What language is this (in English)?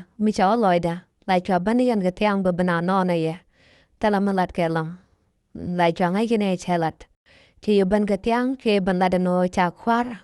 Nuer